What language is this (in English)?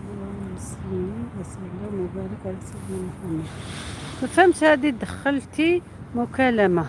Algerian Arabic